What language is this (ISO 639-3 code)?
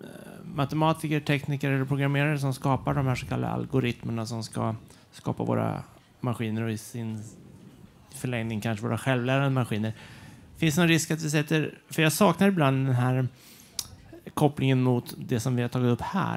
swe